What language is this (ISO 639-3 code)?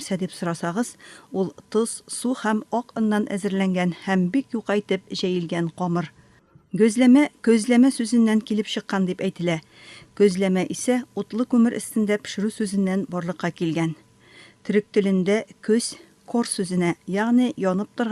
tat